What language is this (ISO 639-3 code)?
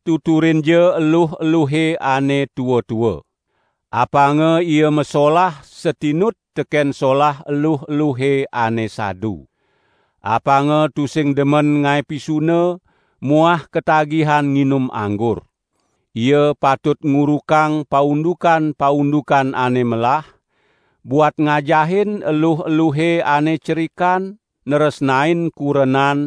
ban